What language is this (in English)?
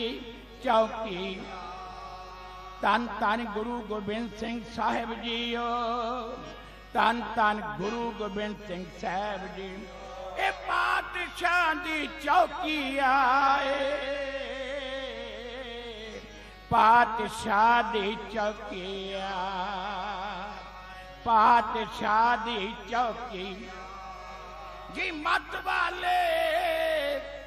Punjabi